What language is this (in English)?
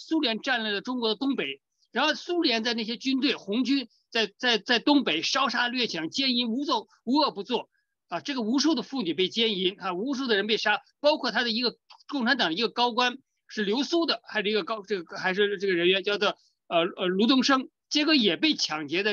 Chinese